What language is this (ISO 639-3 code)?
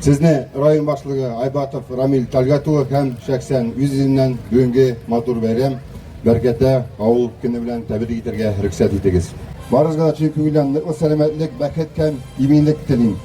tat